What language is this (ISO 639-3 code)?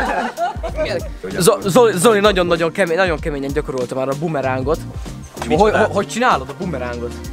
hun